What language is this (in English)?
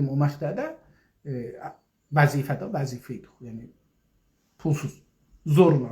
South Azerbaijani